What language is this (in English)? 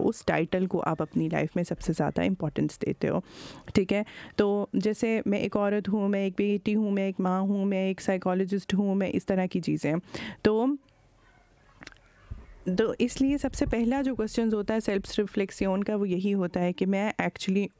Hindi